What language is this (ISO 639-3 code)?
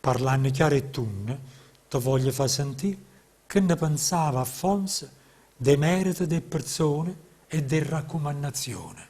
nap